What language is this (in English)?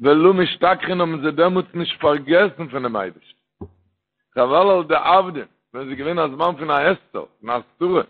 Yiddish